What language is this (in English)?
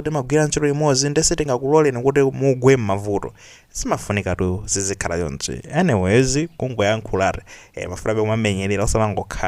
Nyanja